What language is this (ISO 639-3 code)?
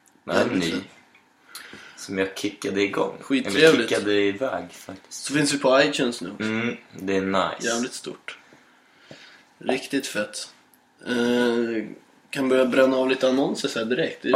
swe